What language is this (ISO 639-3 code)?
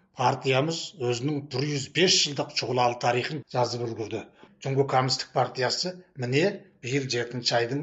kaz